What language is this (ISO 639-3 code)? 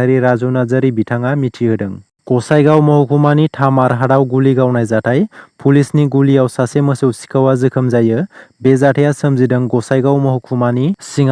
brx